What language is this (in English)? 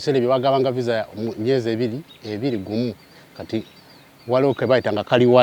Ganda